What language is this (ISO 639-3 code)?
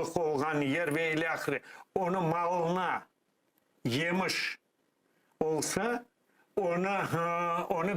crh